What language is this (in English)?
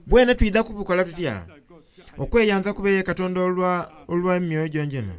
Soga